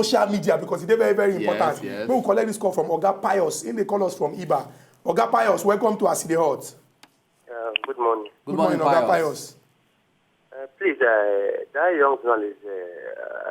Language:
Nigerian Pidgin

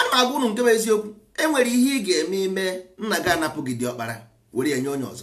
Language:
Igbo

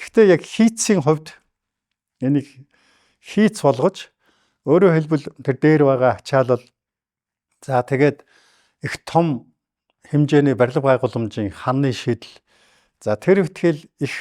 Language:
Mongolian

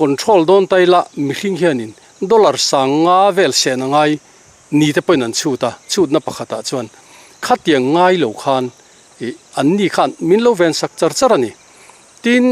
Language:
Mizo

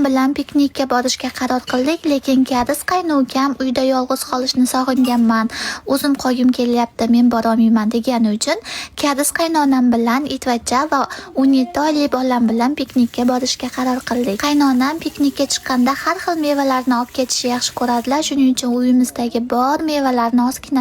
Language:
Uzbek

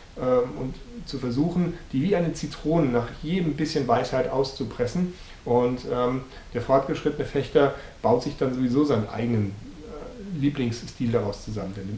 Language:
German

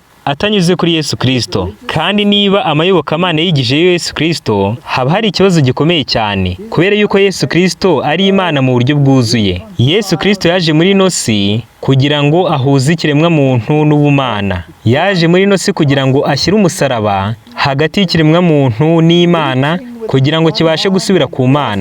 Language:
Kinyarwanda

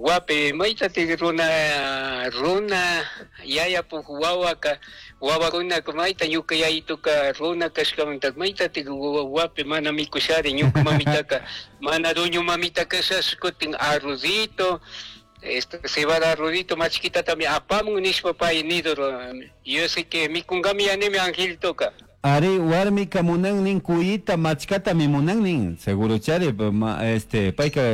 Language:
Chimborazo Highland Quichua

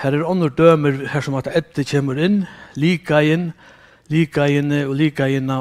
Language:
Faroese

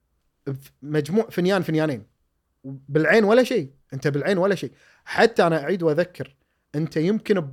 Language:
Gulf Arabic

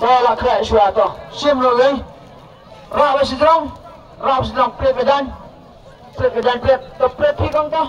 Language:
Khasi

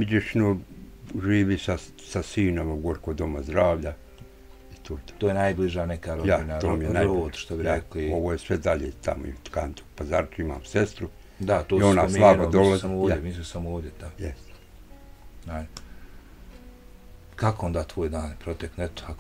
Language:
Bosnian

